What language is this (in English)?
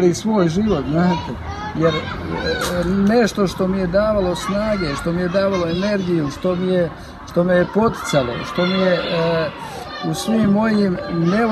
Croatian